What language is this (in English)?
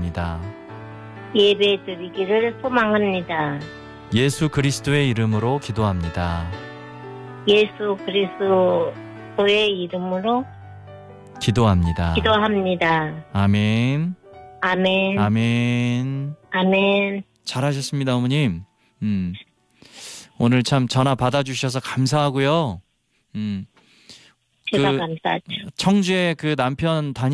Korean